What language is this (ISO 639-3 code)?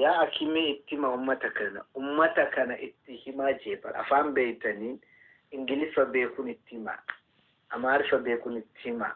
orm